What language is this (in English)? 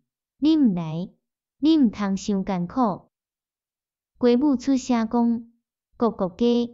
Min Nan Chinese